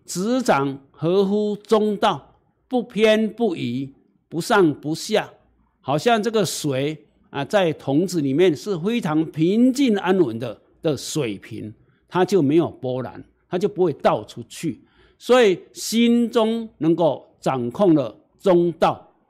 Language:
Chinese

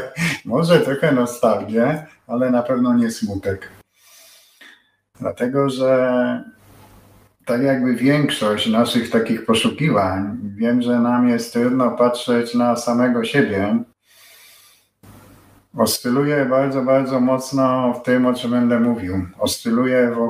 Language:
Polish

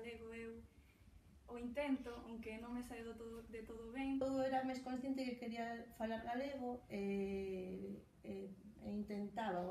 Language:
Galician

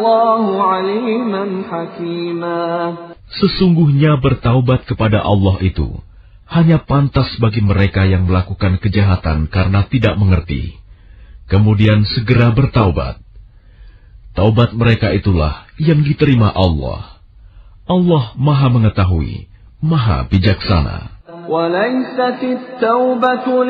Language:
Indonesian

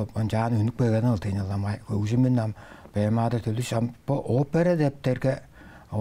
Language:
Tuvinian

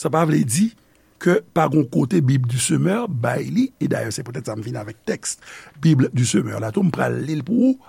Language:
Haitian Creole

